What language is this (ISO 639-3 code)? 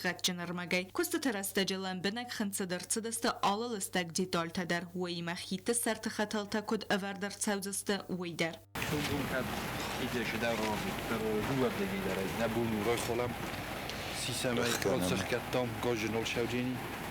oss